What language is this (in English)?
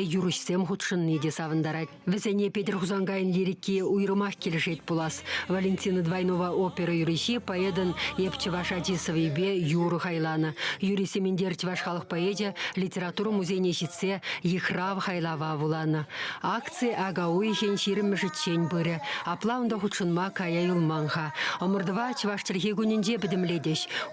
Chuvash